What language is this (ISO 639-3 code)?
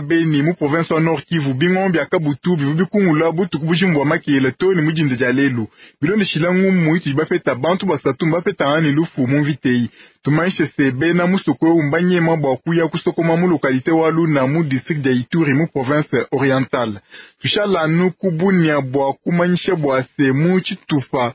lua